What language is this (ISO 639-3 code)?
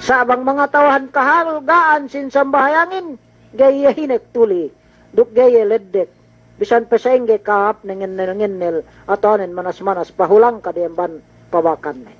yka